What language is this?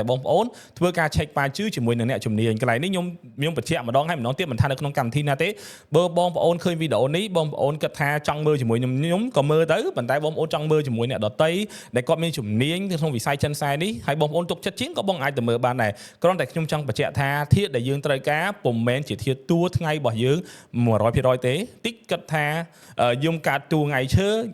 Khmer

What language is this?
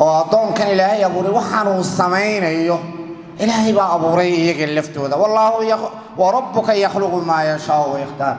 Somali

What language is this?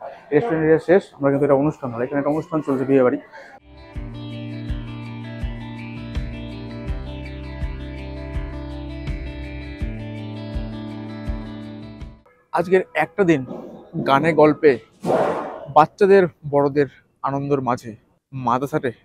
Bangla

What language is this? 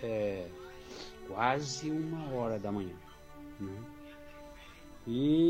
Portuguese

